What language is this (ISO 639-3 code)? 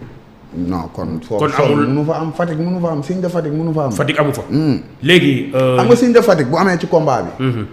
wol